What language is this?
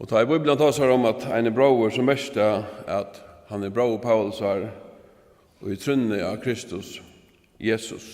Faroese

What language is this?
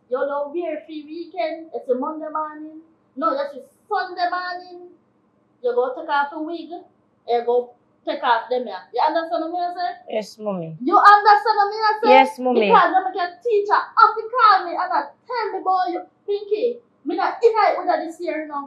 Jamaican Creole English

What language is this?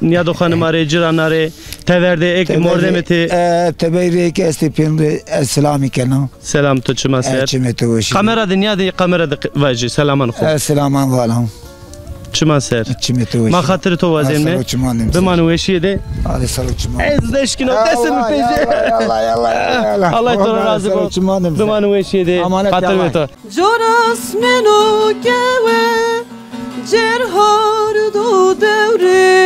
Zaza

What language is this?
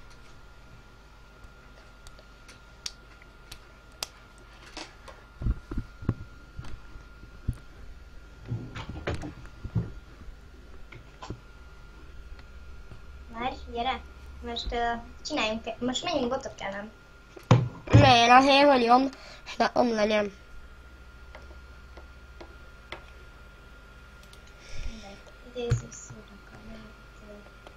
Hungarian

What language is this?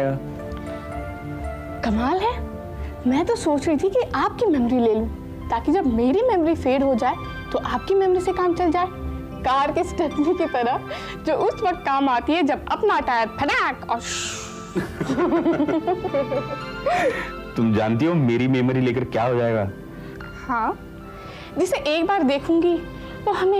Hindi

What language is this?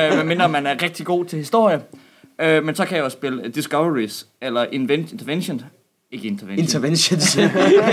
Danish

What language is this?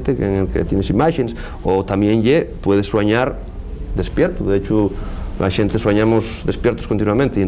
Asturian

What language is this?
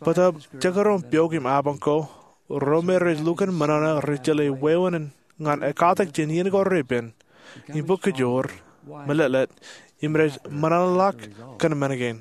Marshallese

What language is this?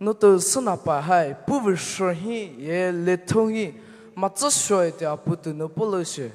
Poumei Naga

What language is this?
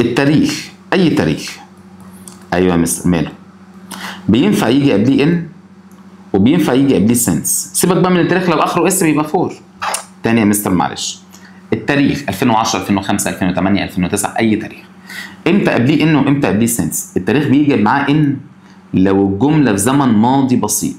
Egyptian Arabic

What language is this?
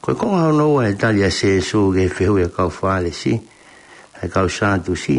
Tongan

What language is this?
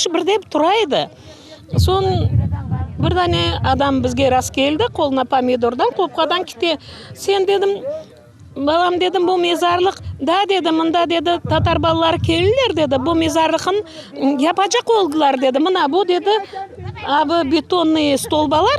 Crimean Tatar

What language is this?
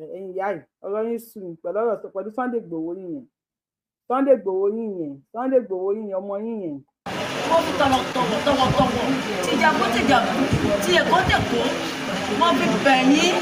Yoruba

